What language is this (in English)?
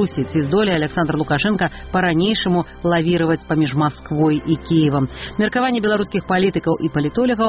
Belarusian